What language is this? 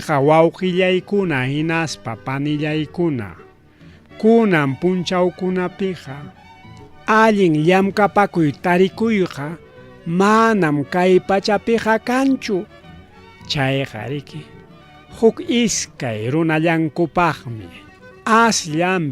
Ayacucho Quechua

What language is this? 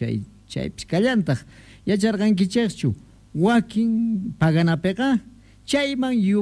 Quechua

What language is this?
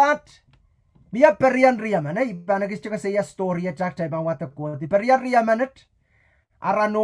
Pohnpeian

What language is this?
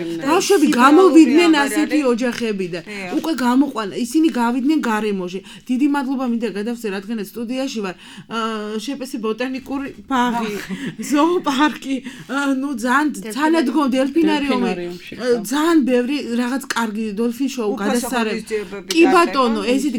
Georgian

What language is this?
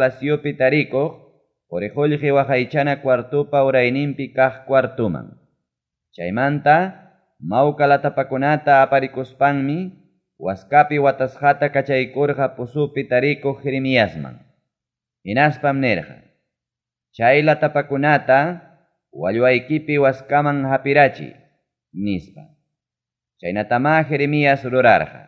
Ayacucho Quechua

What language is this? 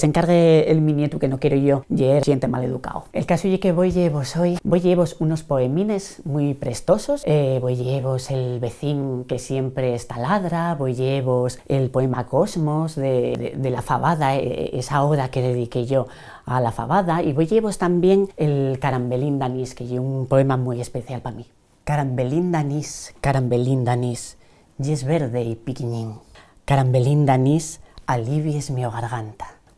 Asturian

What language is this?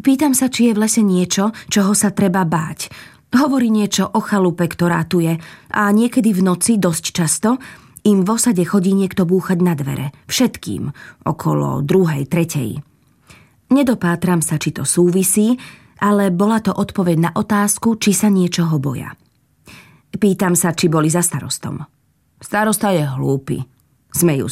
Slovak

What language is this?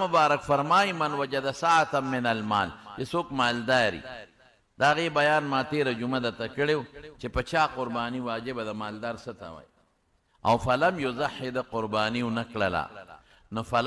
Pashto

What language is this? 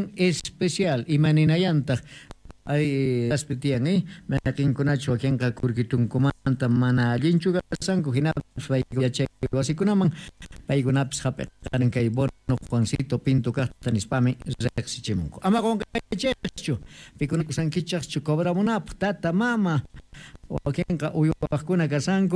Quechua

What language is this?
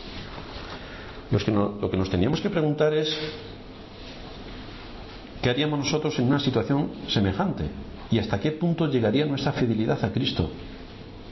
Spanish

